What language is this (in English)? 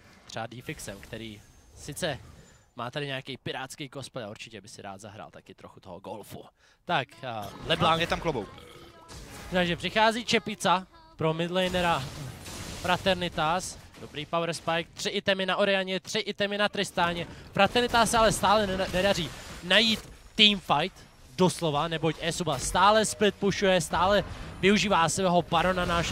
Czech